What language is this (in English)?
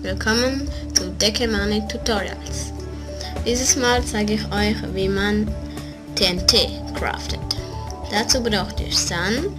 Swiss German